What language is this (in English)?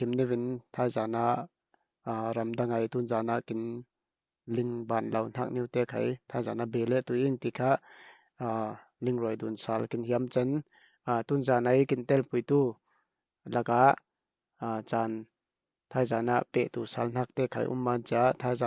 Falam Chin